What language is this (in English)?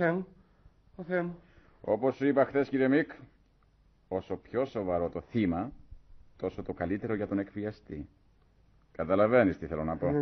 Greek